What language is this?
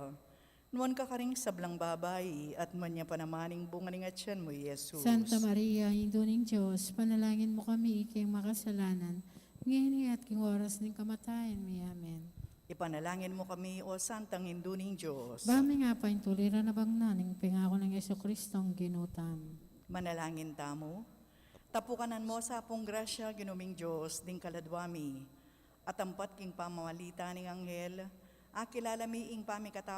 Pampanga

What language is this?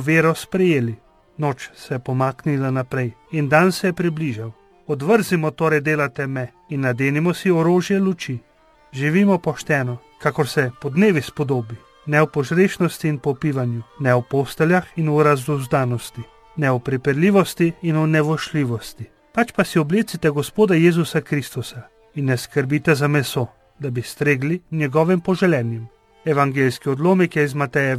Slovenian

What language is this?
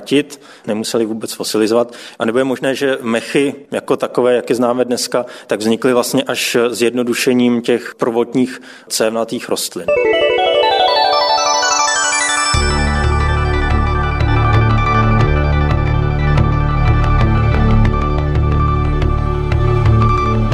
Czech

